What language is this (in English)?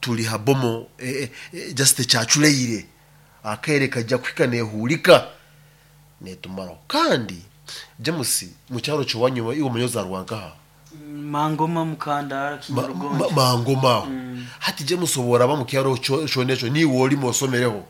Nyoro